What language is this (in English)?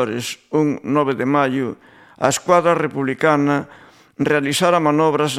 Galician